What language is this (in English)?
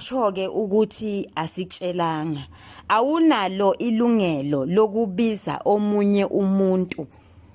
Zulu